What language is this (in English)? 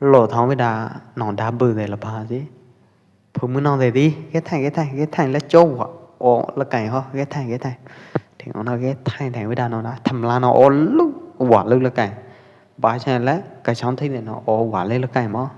Pwo Eastern Karen